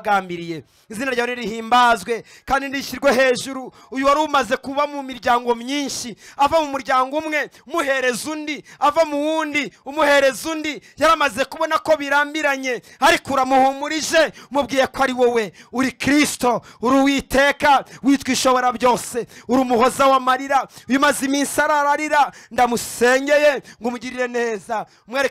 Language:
Kinyarwanda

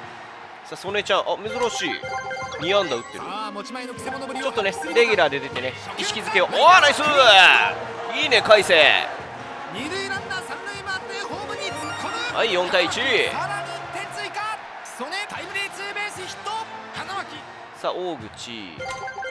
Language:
Japanese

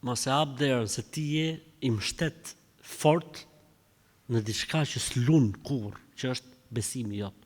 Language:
Albanian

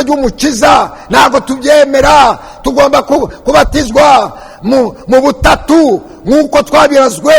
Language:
Kinyarwanda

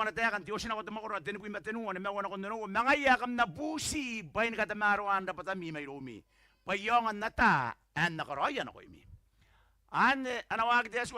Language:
Gilbertese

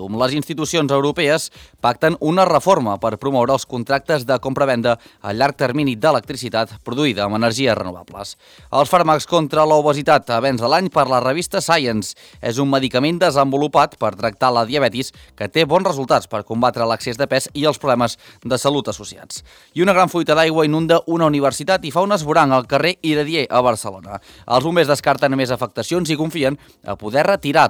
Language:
Catalan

